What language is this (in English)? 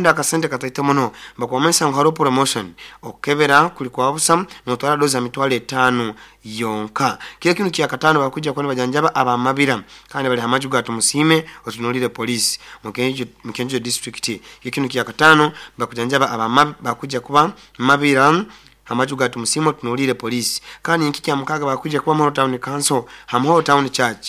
Nyoro